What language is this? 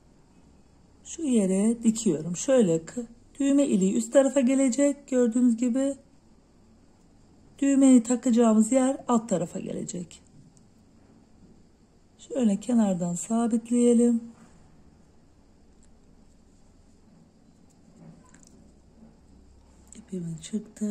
Turkish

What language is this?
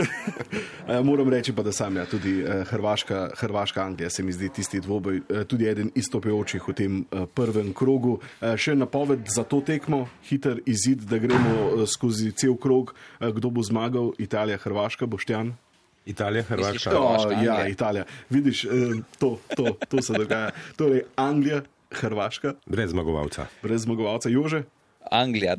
Slovenian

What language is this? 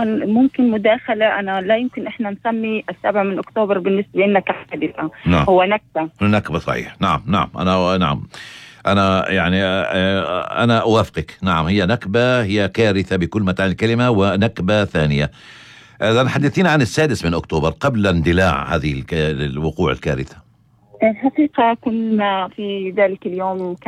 North Levantine Arabic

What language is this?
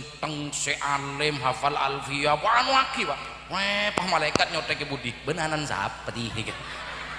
Madurese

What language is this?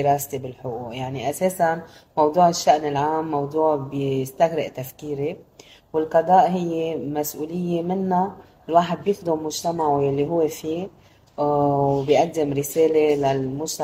North Levantine Arabic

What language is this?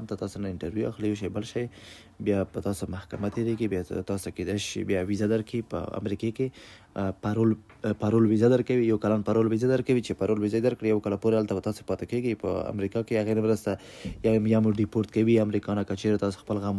Pashto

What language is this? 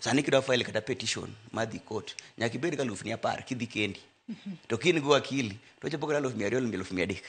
Luo (Kenya and Tanzania)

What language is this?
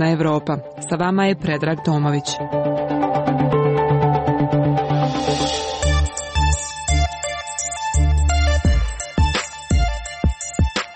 Serbian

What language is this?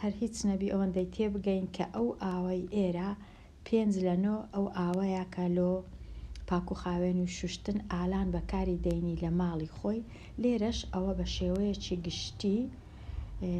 Central Kurdish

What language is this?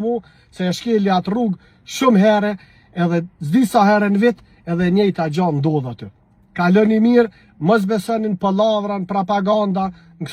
Albanian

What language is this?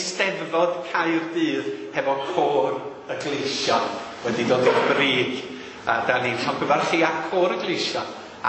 Welsh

